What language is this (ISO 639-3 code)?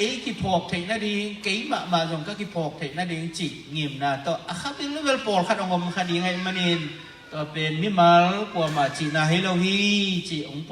ctd